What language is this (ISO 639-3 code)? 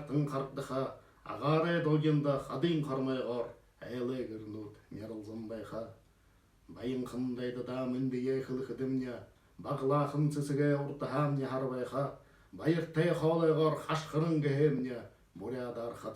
bua